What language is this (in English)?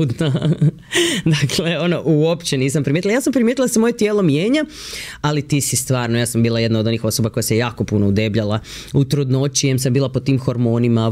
Croatian